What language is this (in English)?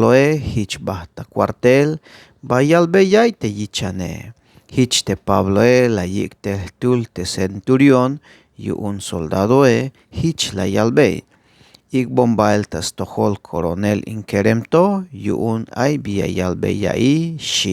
Tzeltal